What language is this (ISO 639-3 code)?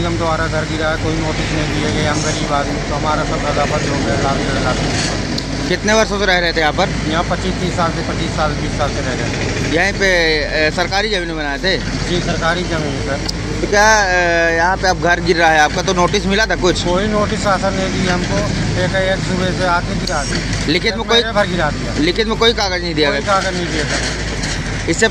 hin